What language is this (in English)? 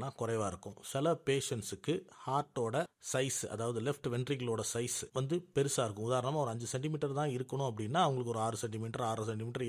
Tamil